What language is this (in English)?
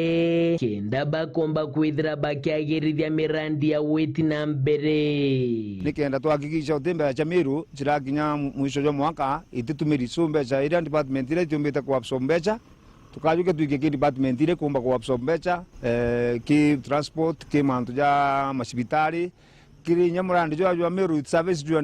Meru